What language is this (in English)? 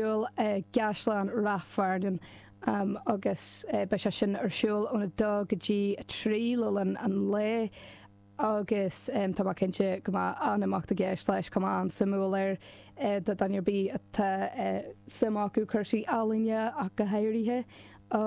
Irish